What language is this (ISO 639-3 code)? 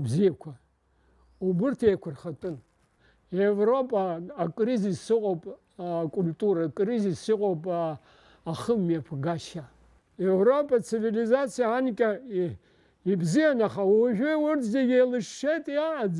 abk